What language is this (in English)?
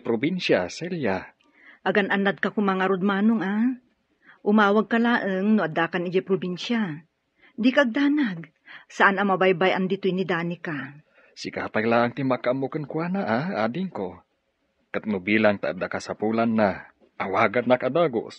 Iloko